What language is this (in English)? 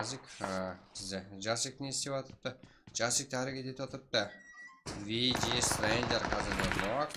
Kara-Kalpak